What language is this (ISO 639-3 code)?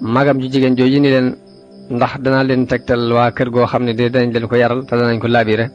wol